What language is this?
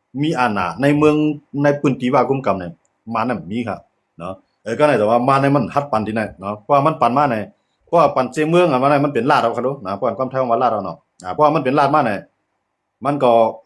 Shan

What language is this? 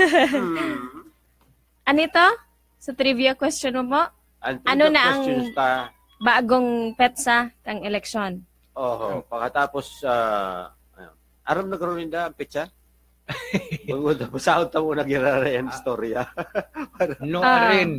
Bikol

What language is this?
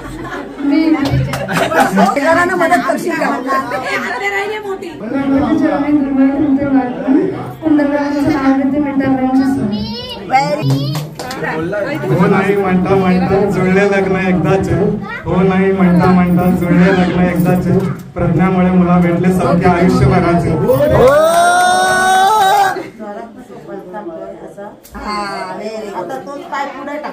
Marathi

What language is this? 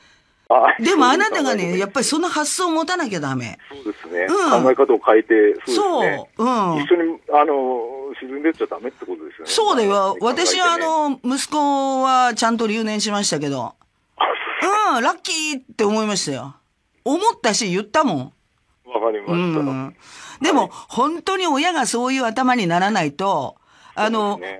Japanese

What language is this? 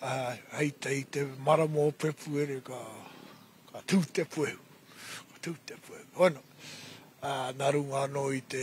Māori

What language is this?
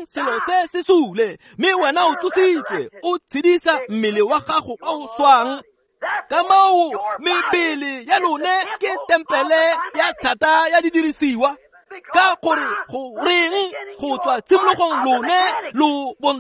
Tswana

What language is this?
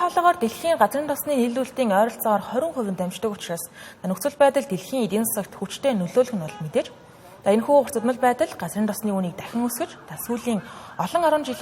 Mongolian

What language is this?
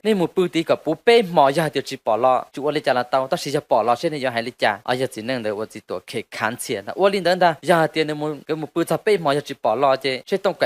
Hmong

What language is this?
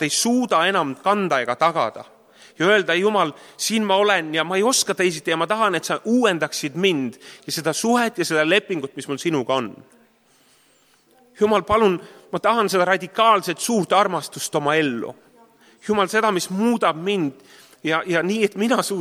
Estonian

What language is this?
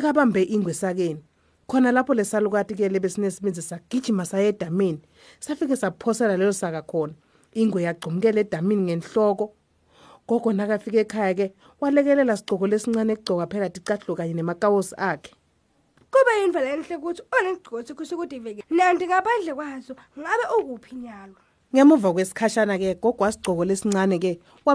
Swati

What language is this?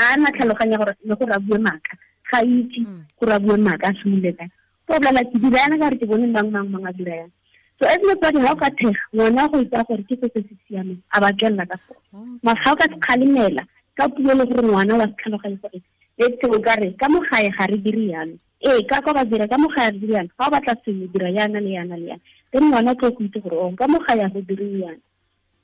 Tswana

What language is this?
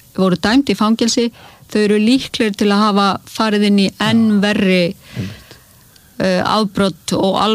Icelandic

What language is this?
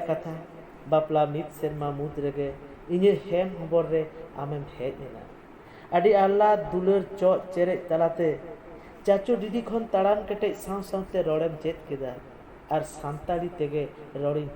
Santali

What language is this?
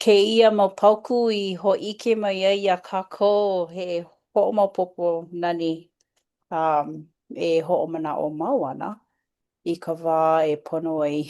Hawaiian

